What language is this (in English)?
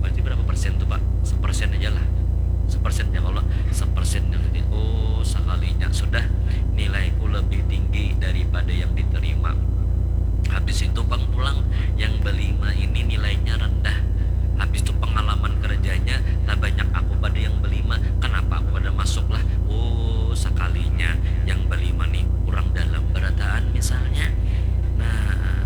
Banjar